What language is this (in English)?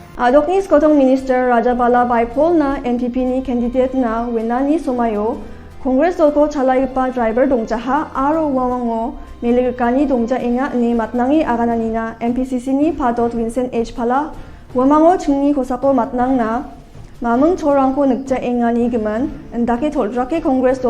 Garo